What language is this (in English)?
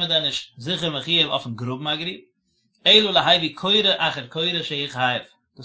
Yiddish